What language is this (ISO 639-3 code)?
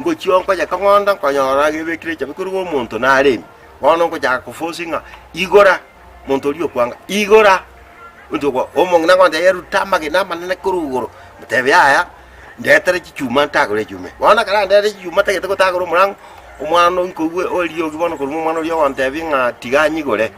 guz